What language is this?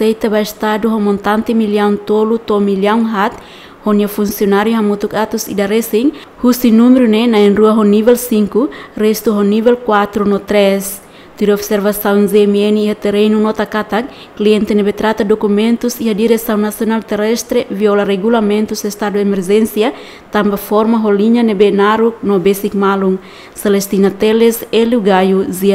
Tetum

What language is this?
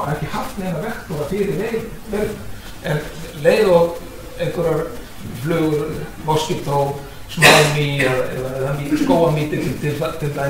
Icelandic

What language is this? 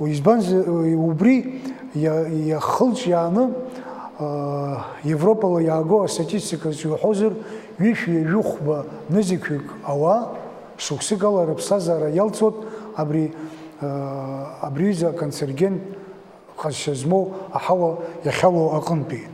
Abkhazian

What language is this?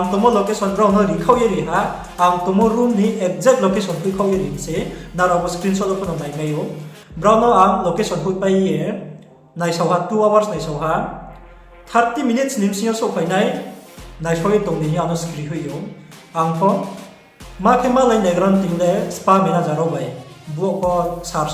Riang (India)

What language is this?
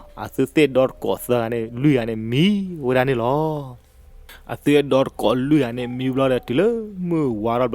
S'gaw Karen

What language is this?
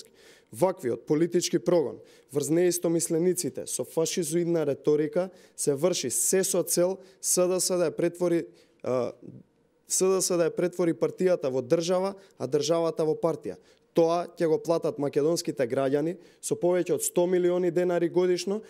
Macedonian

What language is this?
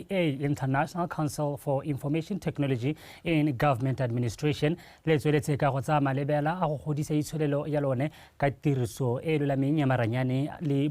Tswana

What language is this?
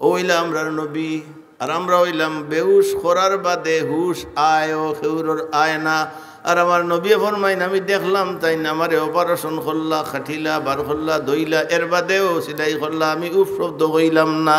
Sylheti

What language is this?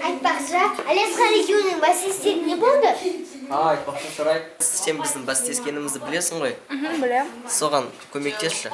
Kazakh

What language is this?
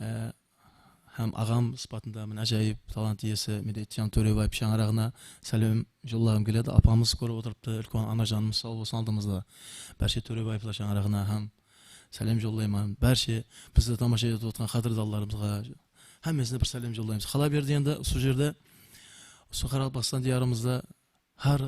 Kara-Kalpak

